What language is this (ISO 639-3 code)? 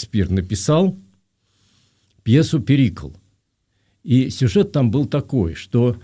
rus